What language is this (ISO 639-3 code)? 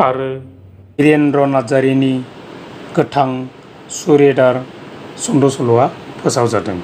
brx